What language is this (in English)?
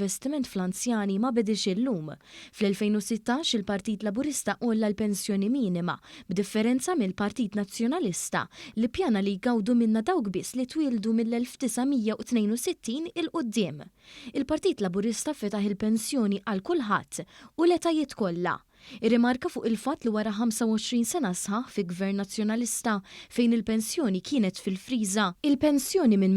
Maltese